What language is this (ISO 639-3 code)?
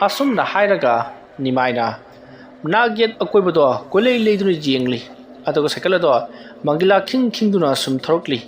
mni